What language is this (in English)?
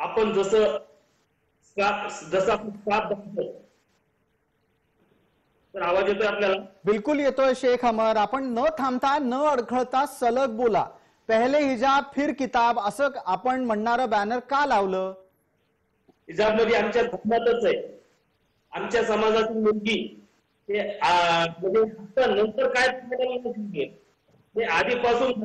Marathi